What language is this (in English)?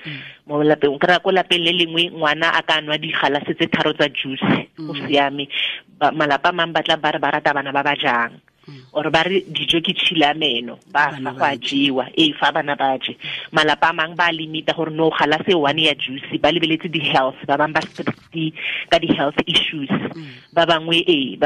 Tswana